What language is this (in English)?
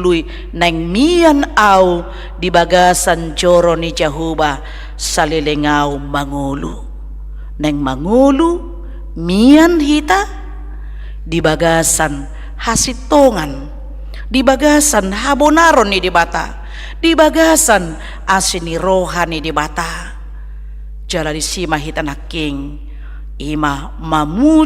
Batak Toba